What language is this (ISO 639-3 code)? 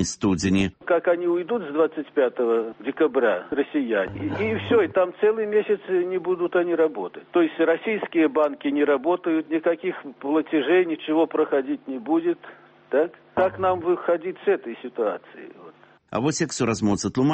bel